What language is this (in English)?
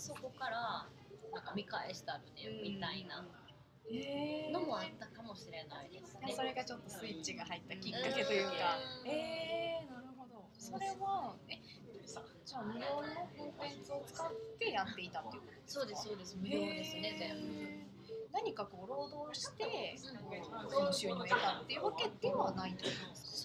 Japanese